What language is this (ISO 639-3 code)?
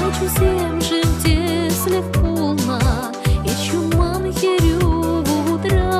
chv